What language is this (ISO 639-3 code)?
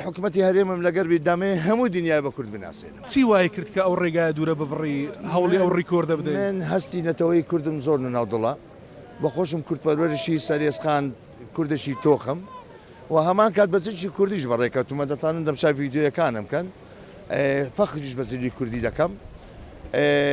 ckb